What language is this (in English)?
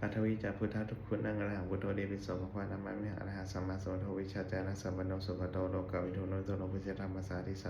Pali